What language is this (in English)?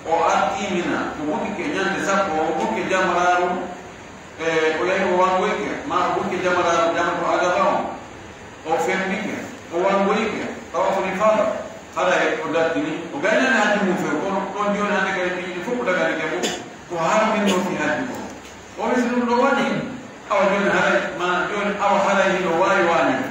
Pular